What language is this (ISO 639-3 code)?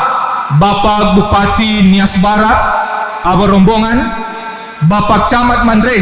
nia